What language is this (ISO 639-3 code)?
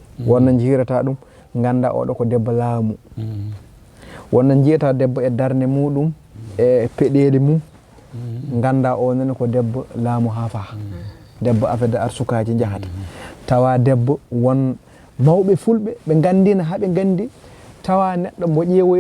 ful